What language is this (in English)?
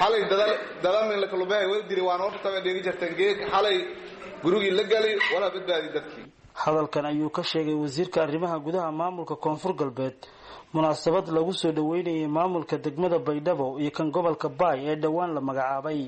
Somali